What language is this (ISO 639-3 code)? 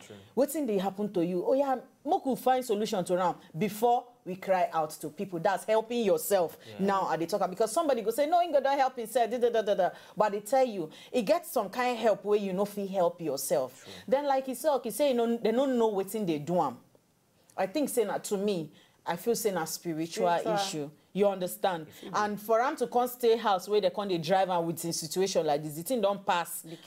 pcm